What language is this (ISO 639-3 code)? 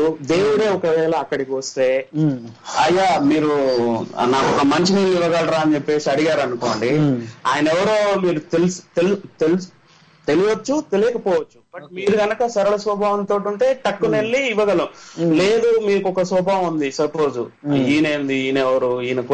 tel